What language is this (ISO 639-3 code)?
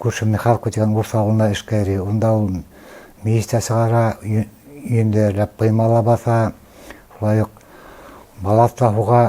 bak